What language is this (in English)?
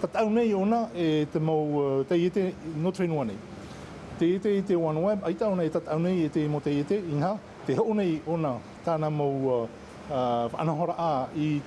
Tahitian